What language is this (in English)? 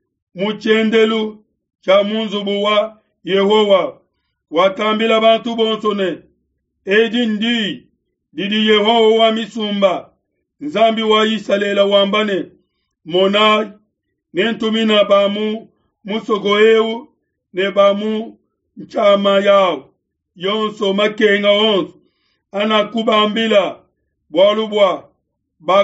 Luba-Lulua